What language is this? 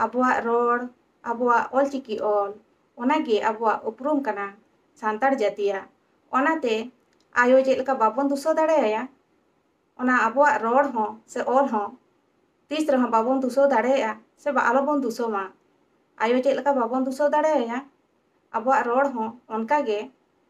Santali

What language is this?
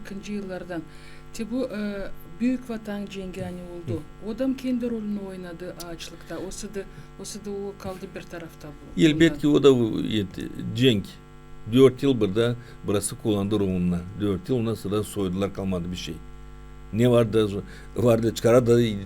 Gagauz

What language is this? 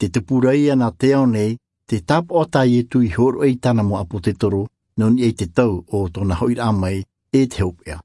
Tahitian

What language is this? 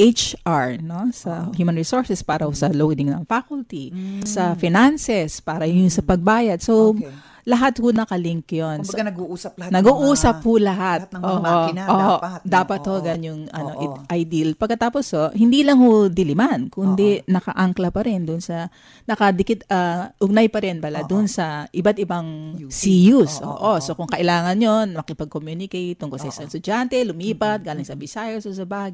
Filipino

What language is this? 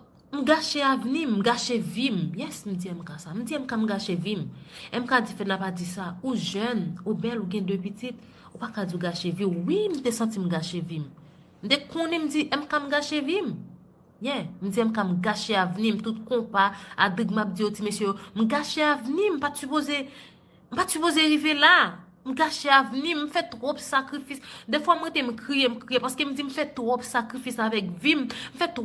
Haitian Creole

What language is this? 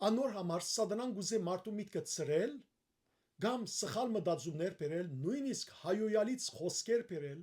Western Armenian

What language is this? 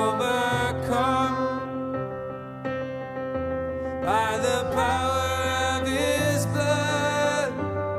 English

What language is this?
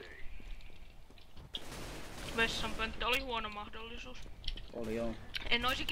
Finnish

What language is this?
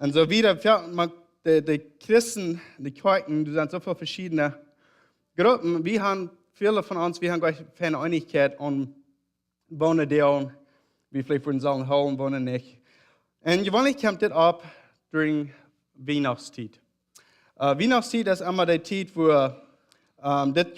Plautdietsch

